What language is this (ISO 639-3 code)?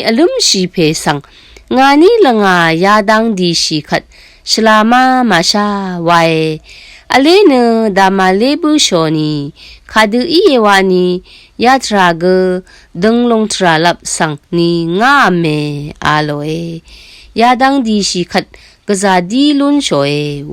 raw